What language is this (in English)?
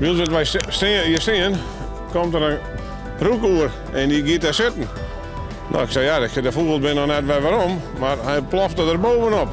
Western Frisian